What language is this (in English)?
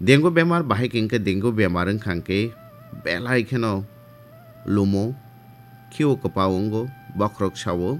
Kok Borok